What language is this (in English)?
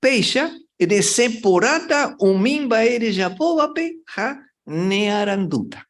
Guarani